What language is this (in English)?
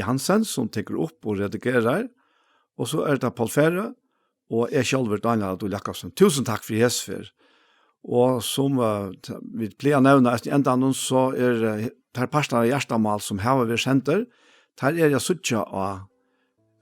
Faroese